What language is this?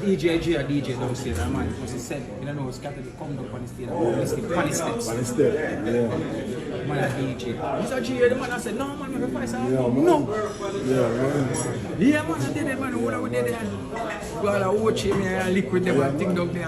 Jamaican Creole English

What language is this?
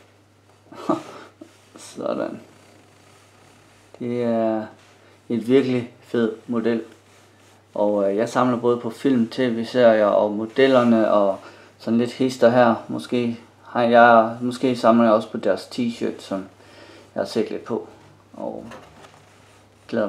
Danish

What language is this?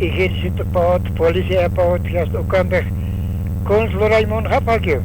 Aymara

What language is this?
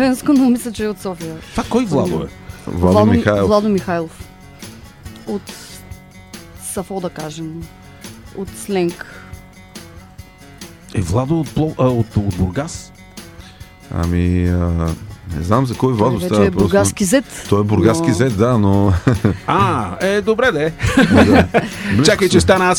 Bulgarian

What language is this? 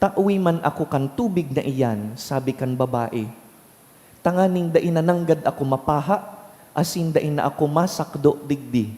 Bikol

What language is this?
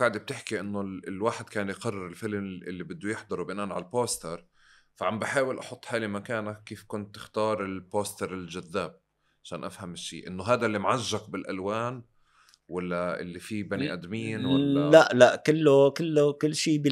North Levantine Arabic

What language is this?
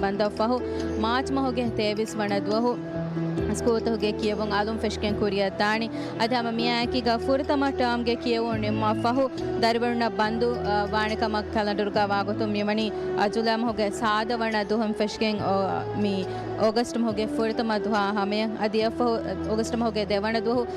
Divehi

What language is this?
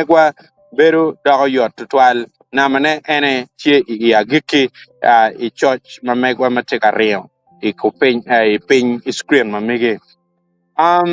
Acoli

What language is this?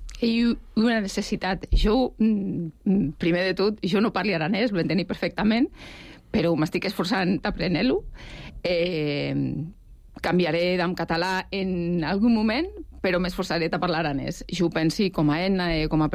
Catalan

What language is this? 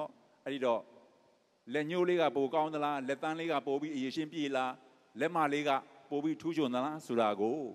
Burmese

